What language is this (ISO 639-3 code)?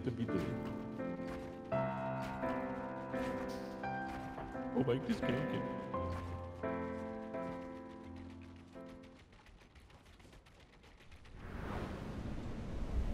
dan